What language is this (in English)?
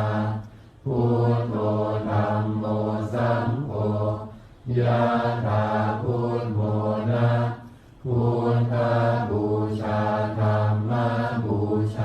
Pali